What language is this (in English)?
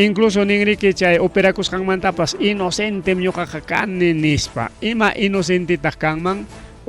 Ayacucho Quechua